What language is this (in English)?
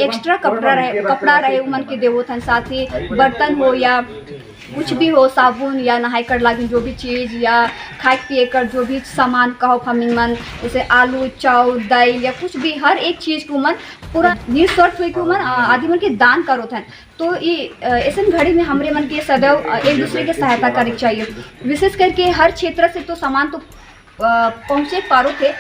Sadri